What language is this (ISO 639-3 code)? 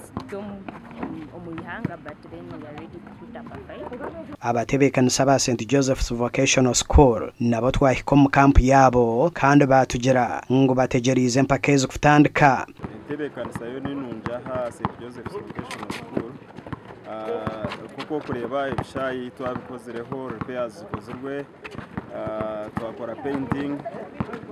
nyn